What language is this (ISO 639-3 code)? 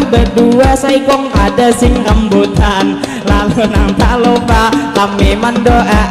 bjn